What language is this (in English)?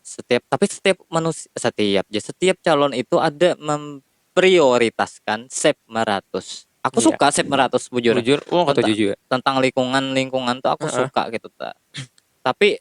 Banjar